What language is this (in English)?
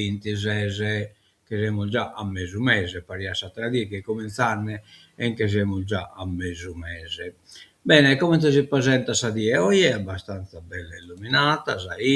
Sardinian